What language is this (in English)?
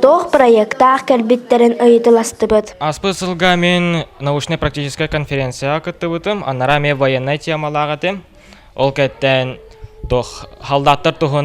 Yakut